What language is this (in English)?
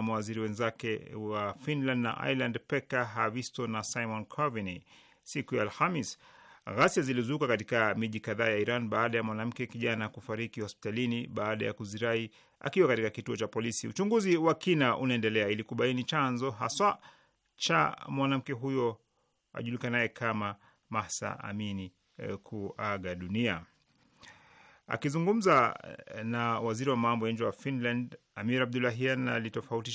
Swahili